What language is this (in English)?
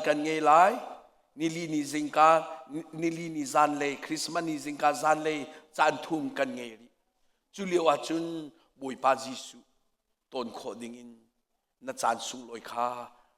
Hakha Chin